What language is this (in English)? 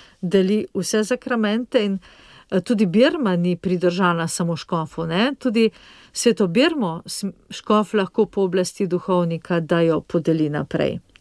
Slovenian